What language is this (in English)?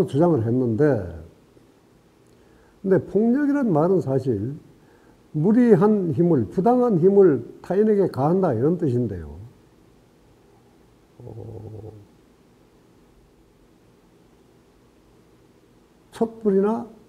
Korean